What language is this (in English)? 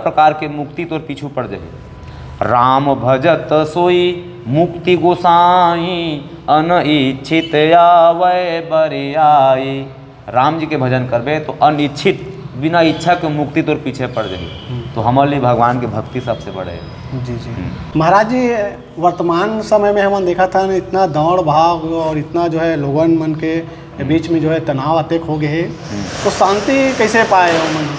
Chhattisgarhi